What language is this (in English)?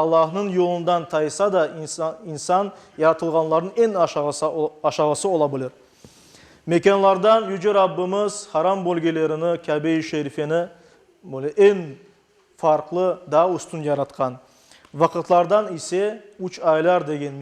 Crimean Tatar